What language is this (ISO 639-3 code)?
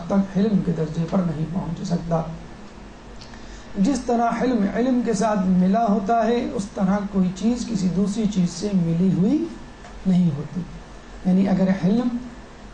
urd